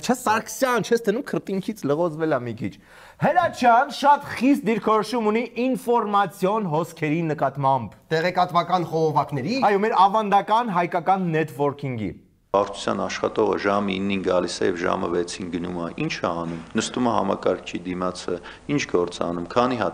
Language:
Armenian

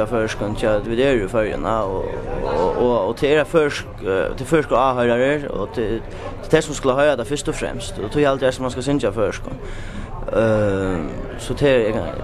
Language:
Faroese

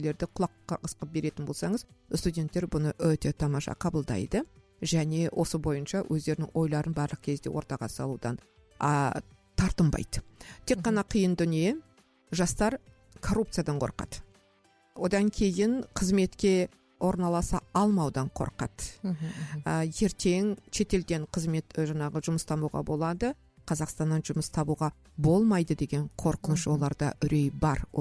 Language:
Kazakh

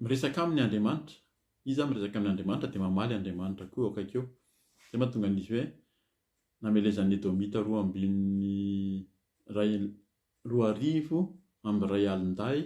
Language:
Malagasy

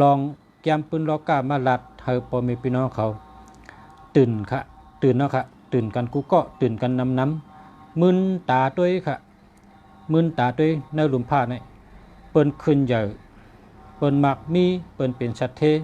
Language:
Shan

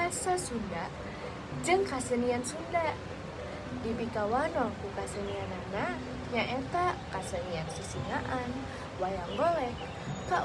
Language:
Sundanese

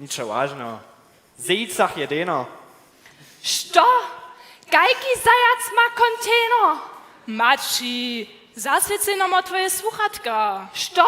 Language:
Upper Sorbian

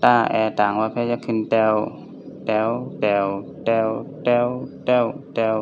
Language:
Shan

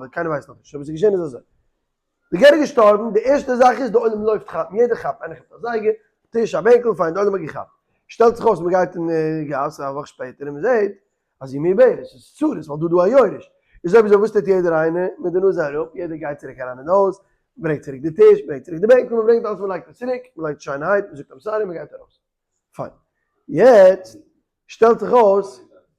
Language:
Yiddish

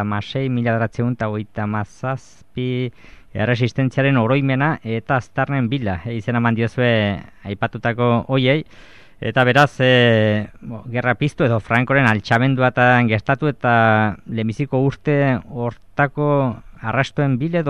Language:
Basque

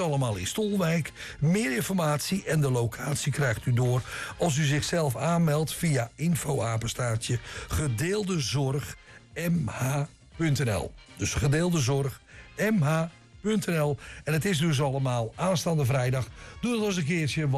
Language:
Dutch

